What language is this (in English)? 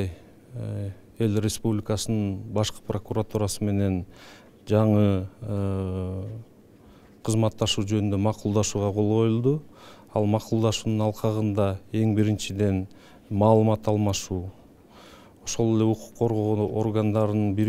Kyrgyz